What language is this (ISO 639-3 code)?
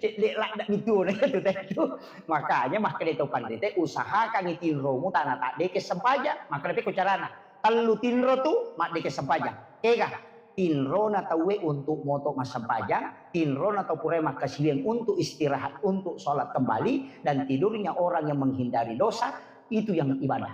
bug